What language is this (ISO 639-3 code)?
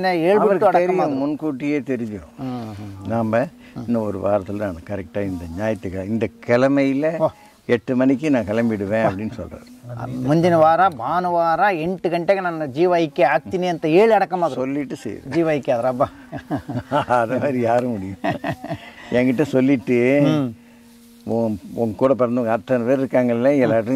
kan